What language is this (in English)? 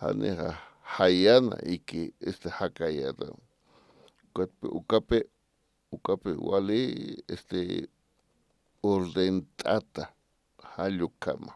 Aymara